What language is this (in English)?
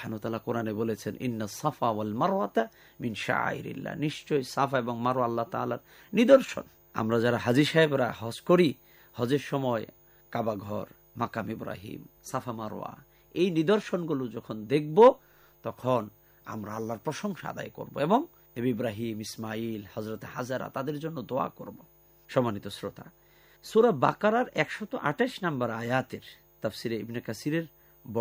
Bangla